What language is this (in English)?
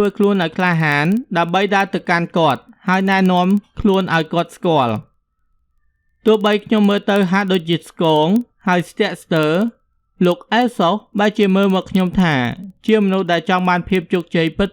Khmer